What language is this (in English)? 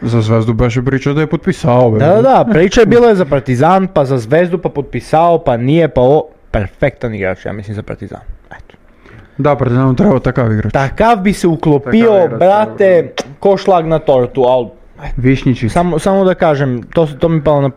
Serbian